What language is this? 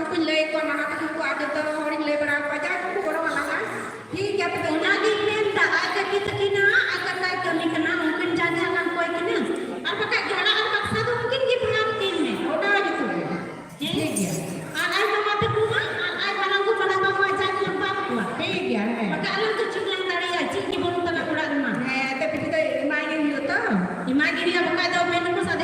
Santali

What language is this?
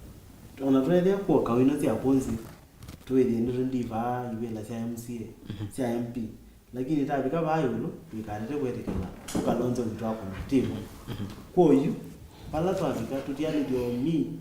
Kamba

